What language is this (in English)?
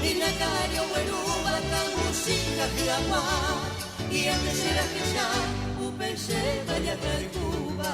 Guarani